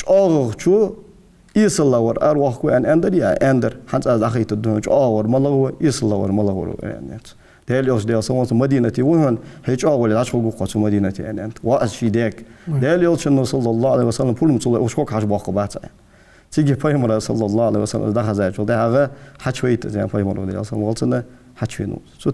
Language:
Ingush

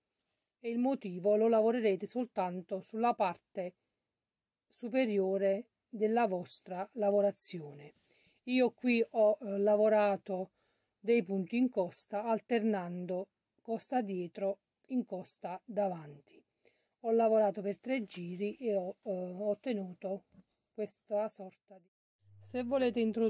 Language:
Italian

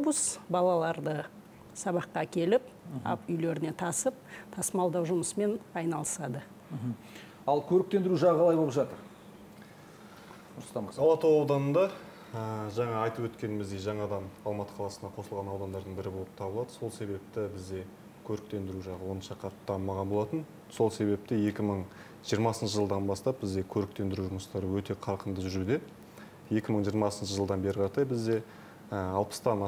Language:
Kazakh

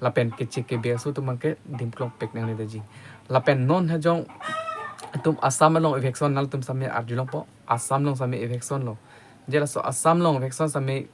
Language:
Karbi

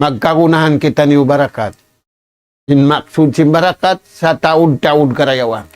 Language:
Tausug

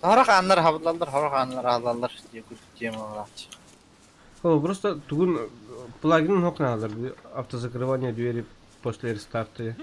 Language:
Yakut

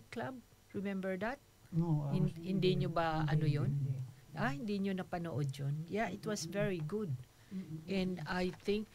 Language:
Filipino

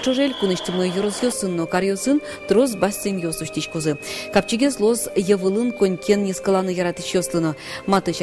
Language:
Udmurt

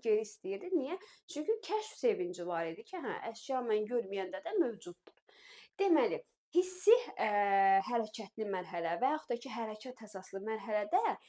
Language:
Azerbaijani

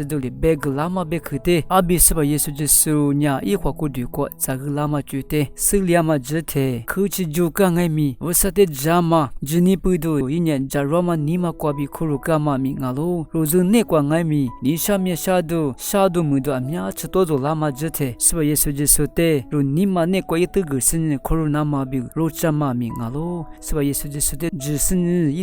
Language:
Lisu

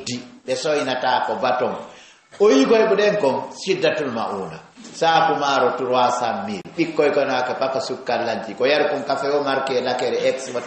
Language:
Fula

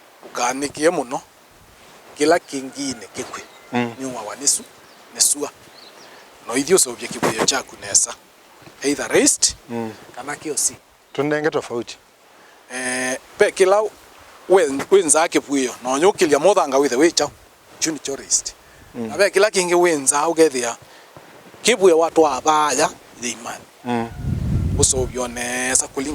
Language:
Kamba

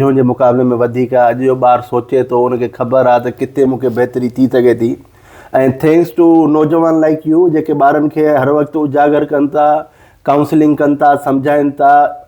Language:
Sindhi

